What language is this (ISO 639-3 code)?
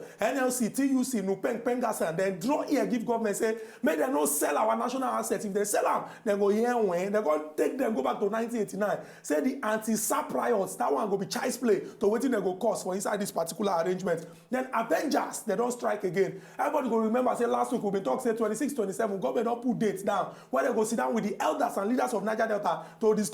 pcm